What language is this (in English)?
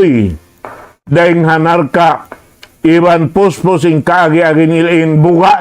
Tausug